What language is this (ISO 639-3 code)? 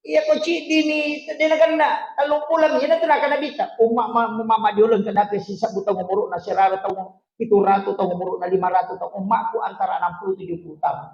bug